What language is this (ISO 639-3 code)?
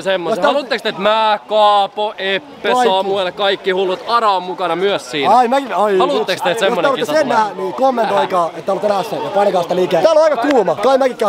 fin